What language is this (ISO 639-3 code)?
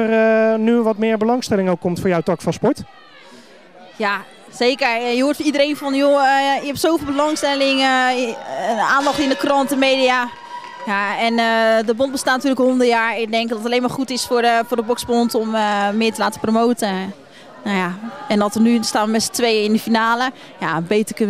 nld